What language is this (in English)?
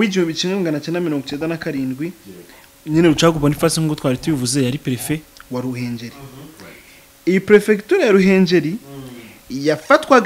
Kinyarwanda